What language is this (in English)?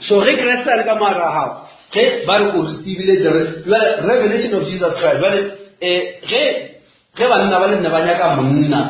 Northern Sotho